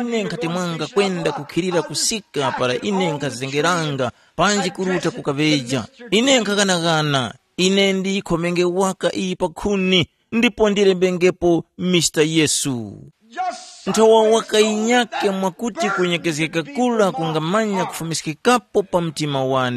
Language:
Tumbuka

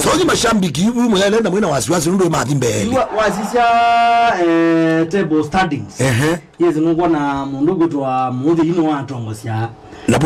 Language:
Kamba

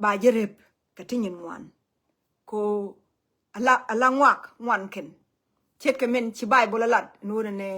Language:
Nuer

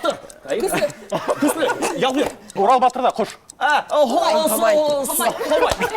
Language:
Bashkir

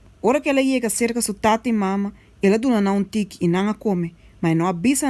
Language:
Papiamento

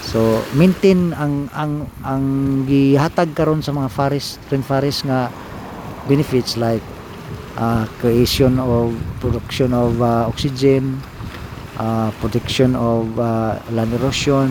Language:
Cebuano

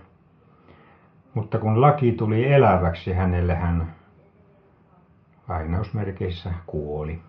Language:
Finnish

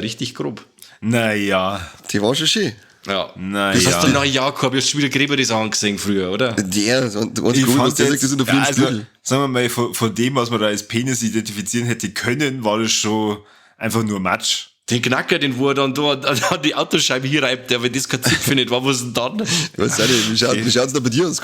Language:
Bavarian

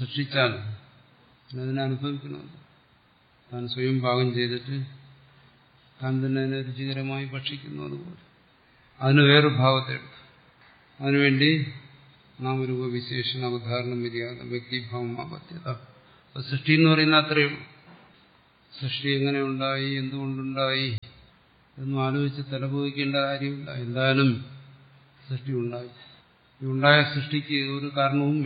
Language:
Malayalam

